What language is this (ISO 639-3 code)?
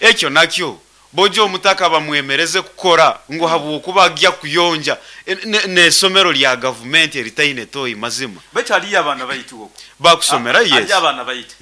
nyn